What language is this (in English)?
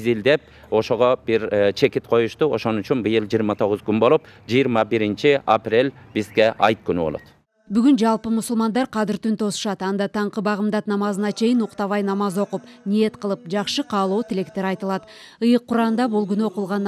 Kyrgyz